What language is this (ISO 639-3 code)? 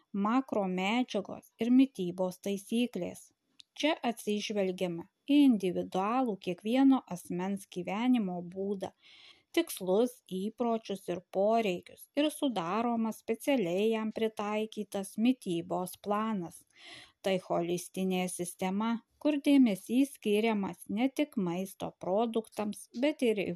lit